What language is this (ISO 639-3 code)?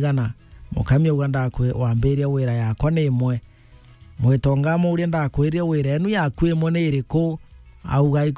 mer